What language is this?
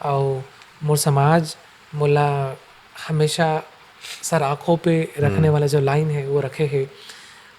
Chhattisgarhi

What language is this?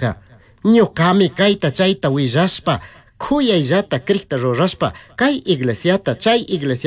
Chimborazo Highland Quichua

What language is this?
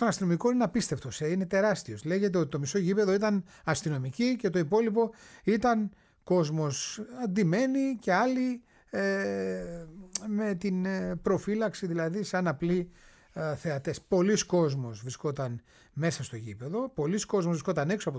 Greek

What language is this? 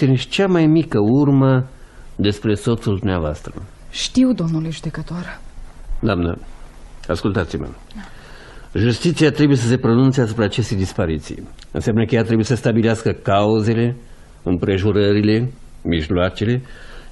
Romanian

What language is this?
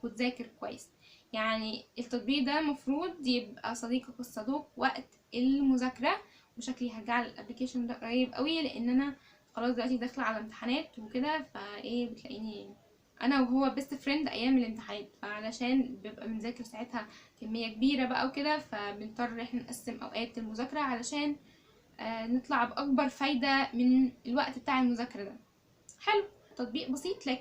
Egyptian Arabic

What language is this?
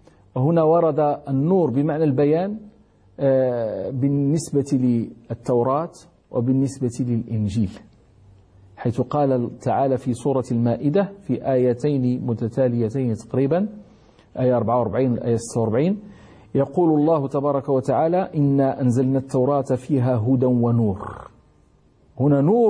Arabic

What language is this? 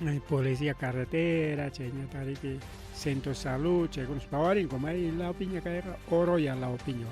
Ayacucho Quechua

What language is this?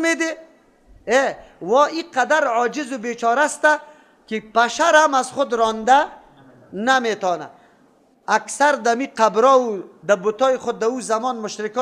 Persian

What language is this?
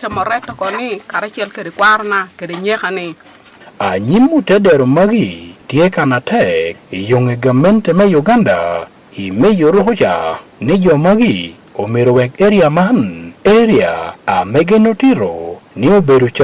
Acoli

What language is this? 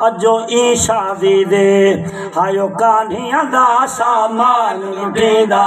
Saraiki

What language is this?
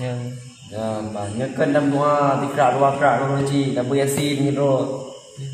Achinese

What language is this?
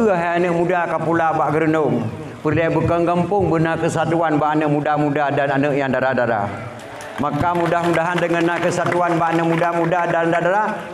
Achinese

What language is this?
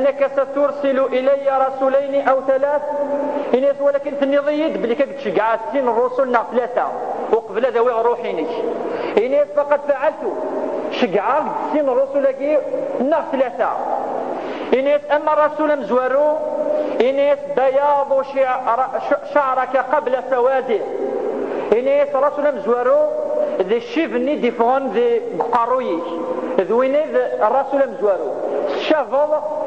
Kabyle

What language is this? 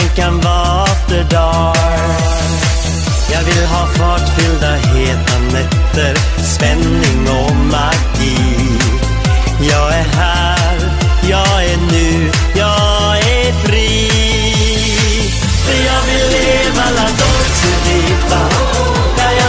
Swedish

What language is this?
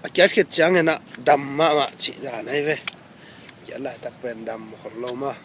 Tedim Chin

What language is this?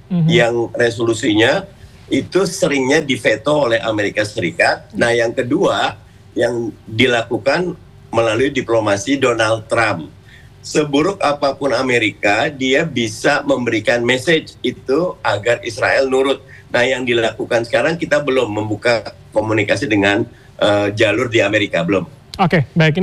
Indonesian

